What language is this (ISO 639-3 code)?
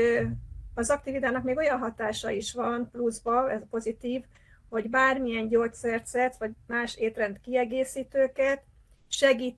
hun